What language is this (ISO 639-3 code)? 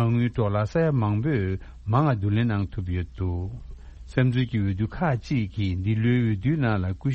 bod